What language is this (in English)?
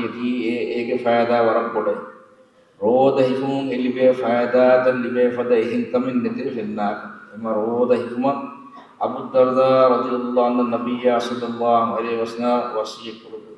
Divehi